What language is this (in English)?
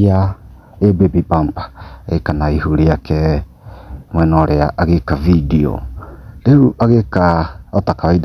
Kikuyu